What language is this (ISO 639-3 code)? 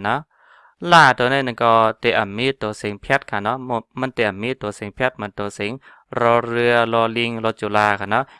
shn